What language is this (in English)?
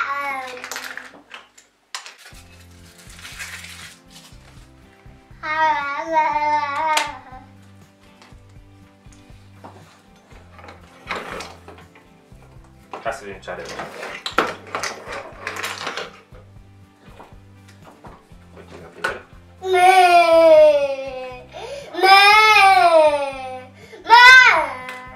Romanian